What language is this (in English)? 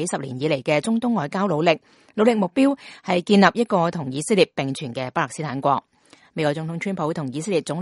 Cantonese